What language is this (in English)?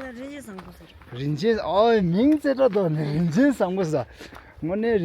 Tibetan